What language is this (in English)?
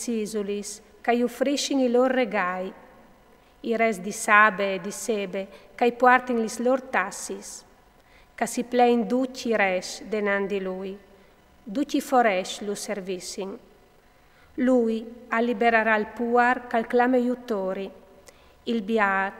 Friulian